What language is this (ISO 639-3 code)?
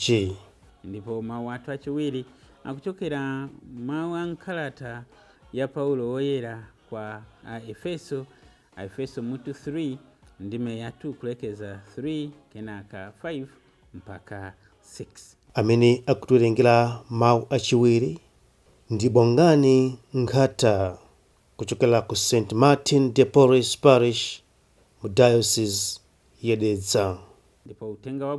nya